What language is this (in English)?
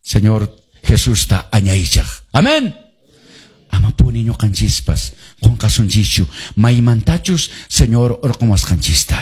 Quechua